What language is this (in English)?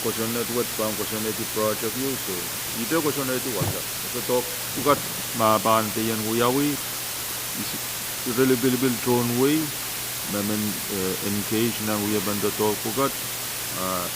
Pohnpeian